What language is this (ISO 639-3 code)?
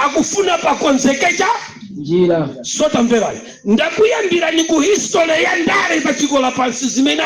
nya